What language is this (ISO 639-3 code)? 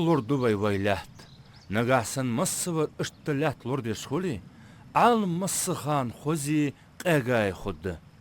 inh